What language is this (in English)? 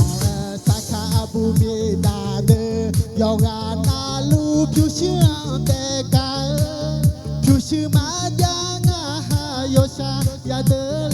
Akha